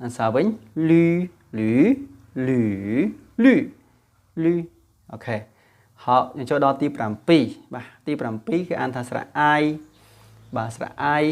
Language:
Khmer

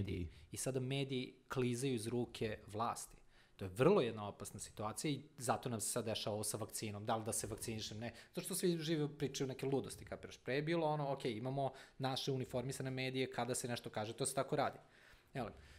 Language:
Serbian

